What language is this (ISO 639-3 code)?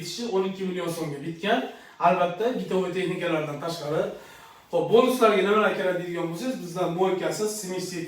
uzb